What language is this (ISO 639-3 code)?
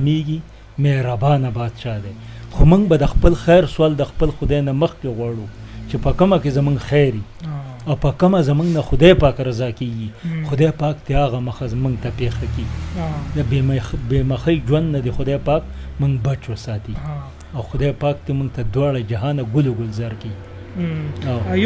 pus